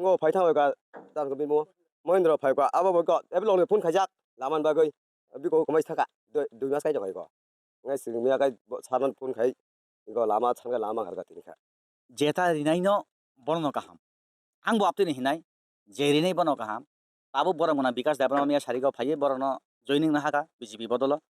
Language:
Kok Borok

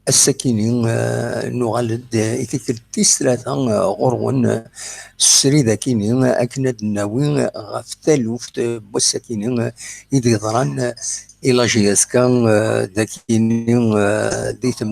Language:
Kabyle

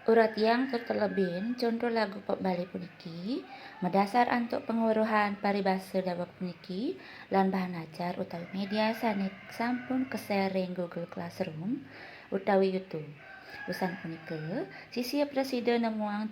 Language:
Balinese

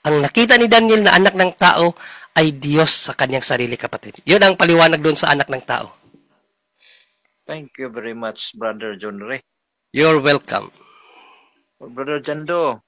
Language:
Filipino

